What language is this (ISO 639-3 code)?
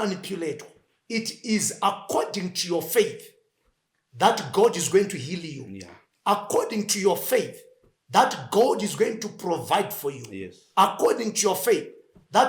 sna